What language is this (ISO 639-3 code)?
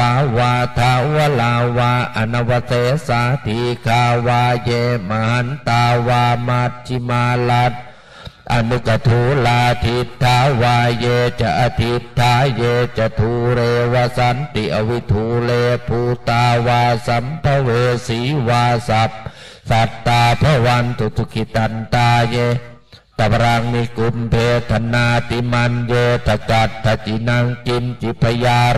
pli